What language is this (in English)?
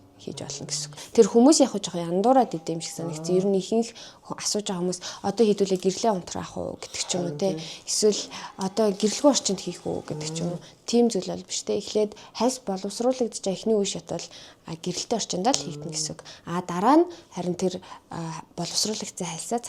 Mongolian